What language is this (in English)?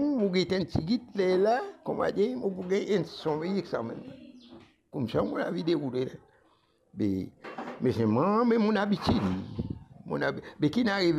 Morisyen